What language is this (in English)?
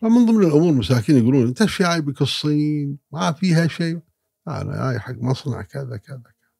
Gulf Arabic